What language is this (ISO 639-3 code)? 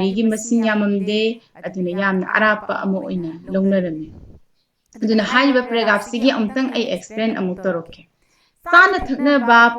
mni